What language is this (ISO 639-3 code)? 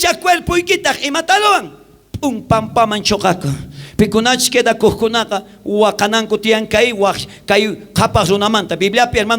quh